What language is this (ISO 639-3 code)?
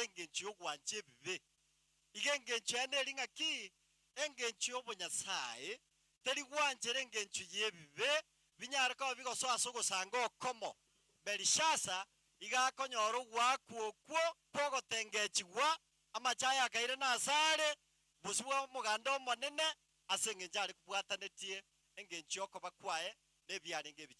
guz